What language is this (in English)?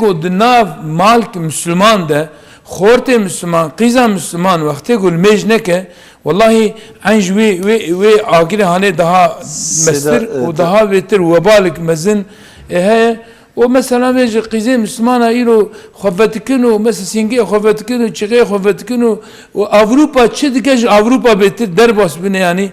Kurdish